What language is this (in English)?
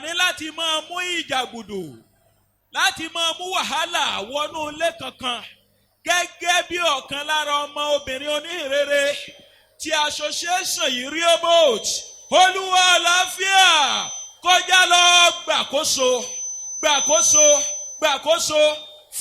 Yoruba